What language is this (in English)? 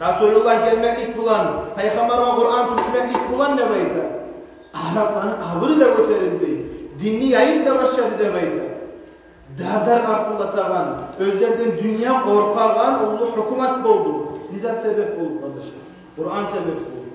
Kumyk